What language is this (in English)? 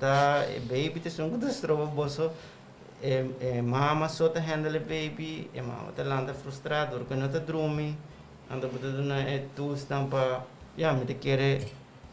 Papiamento